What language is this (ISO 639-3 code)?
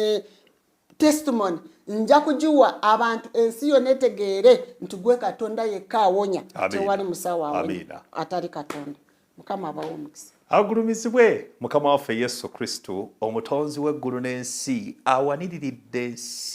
lug